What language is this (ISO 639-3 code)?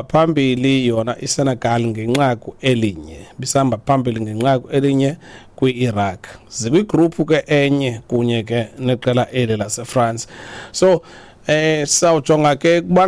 xho